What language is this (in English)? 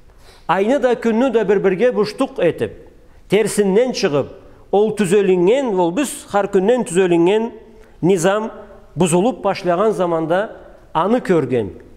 Karachay-Balkar